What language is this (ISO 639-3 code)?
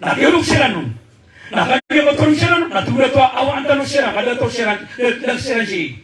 mrw